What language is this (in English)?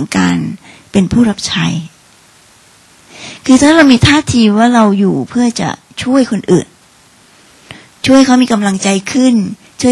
Thai